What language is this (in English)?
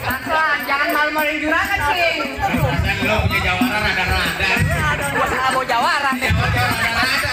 Betawi